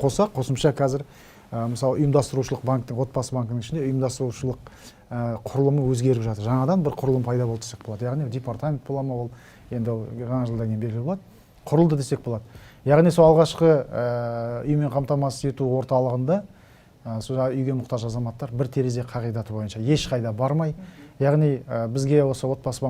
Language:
Kazakh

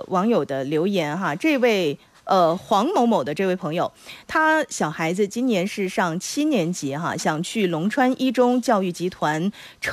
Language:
Chinese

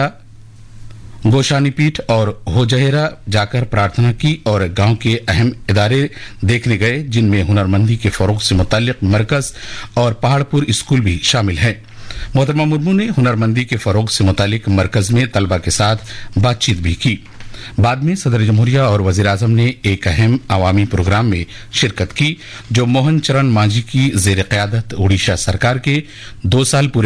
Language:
Urdu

